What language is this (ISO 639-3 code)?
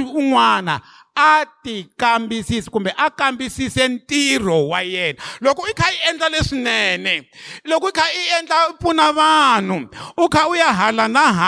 tso